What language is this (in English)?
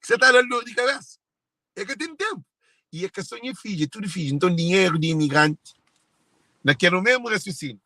Kabuverdianu